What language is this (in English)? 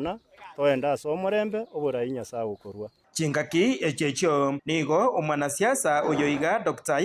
Gusii